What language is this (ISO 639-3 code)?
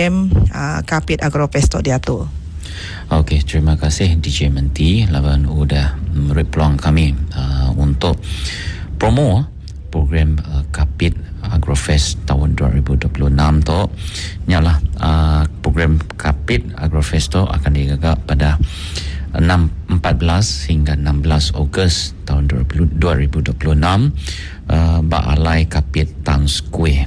iba